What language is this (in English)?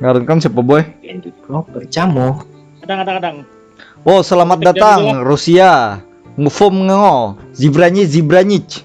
Banjar